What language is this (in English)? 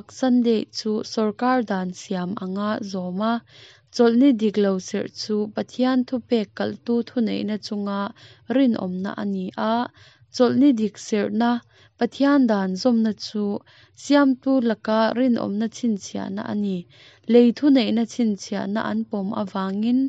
Mizo